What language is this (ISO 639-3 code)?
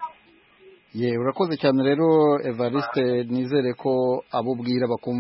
kin